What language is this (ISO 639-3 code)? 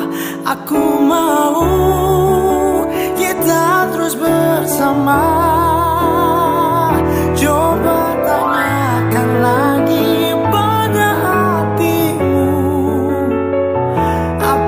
ind